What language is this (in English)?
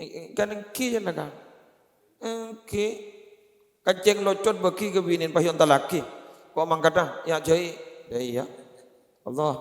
Madurese